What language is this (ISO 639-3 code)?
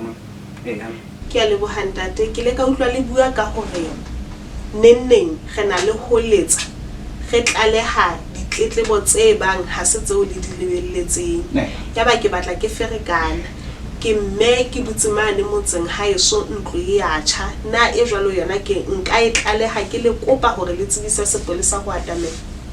sot